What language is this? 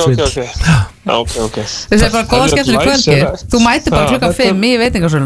Icelandic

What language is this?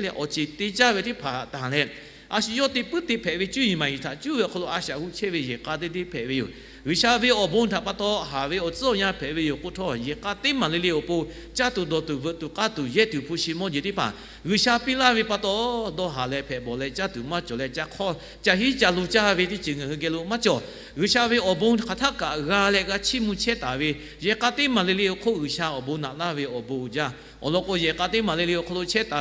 Lahu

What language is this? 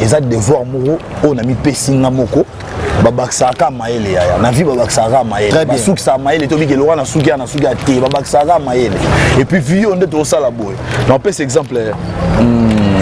Lingala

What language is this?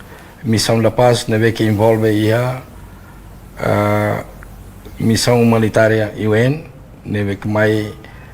Tetum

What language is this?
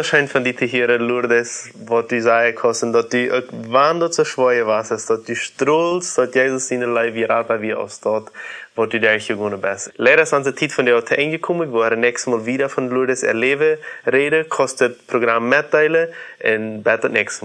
Plautdietsch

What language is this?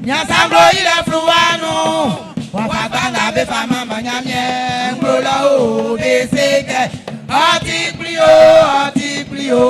Baoulé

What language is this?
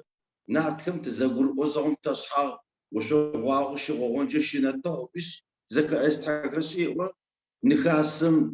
Adyghe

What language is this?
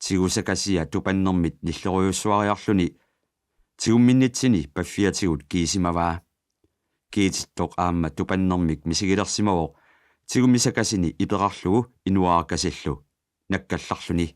Kalaallisut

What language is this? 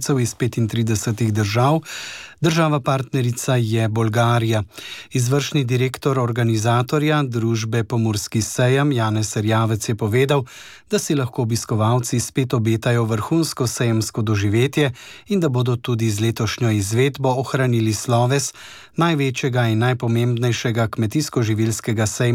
Slovenian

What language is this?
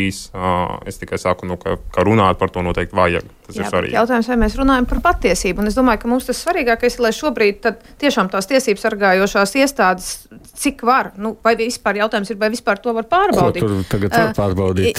Latvian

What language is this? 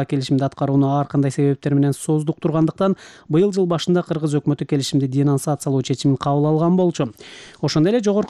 Kyrgyz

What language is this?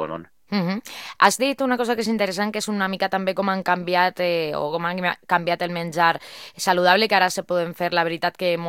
Catalan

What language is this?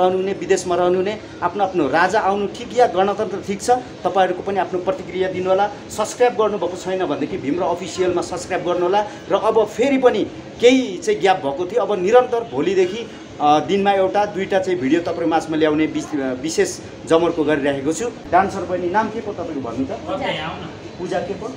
Nepali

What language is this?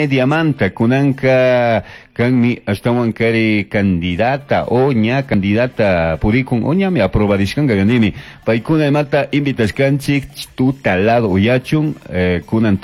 Chimborazo Highland Quichua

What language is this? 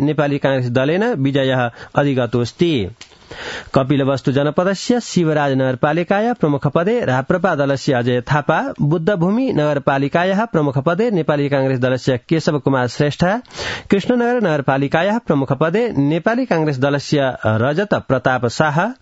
Sanskrit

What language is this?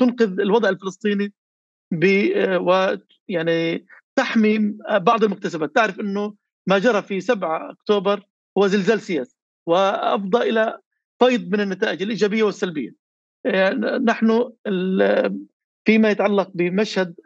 North Levantine Arabic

